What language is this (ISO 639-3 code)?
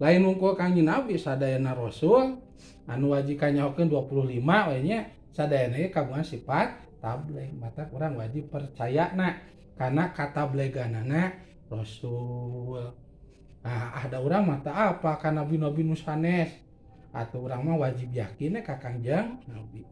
sun